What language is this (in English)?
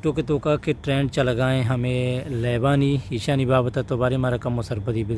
Eastern Balochi